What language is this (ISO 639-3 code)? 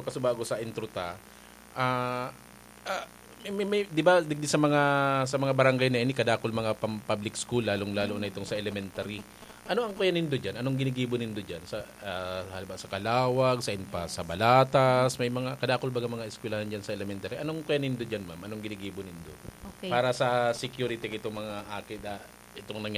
bik